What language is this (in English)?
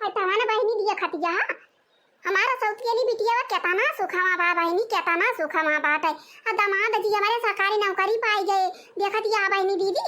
Awadhi